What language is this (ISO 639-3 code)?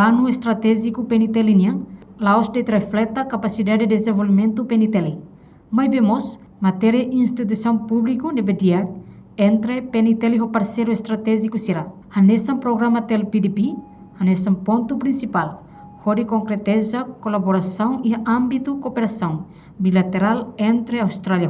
tet